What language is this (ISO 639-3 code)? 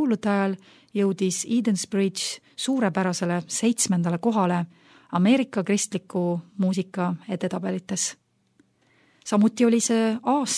est